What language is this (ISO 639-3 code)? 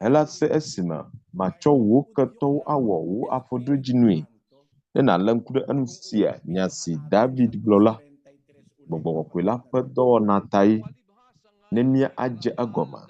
ewe